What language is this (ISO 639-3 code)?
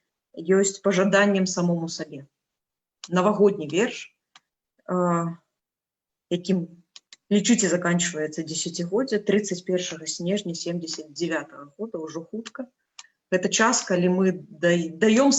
bel